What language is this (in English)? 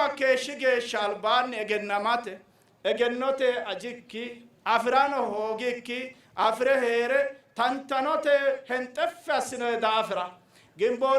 Sidamo